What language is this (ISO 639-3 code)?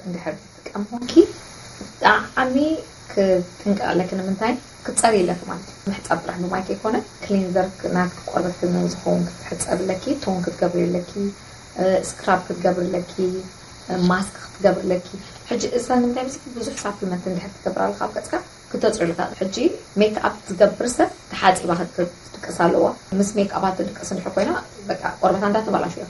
tir